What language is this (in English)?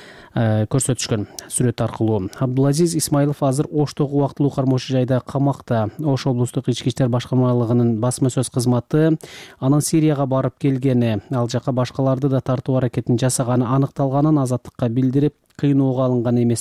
Kyrgyz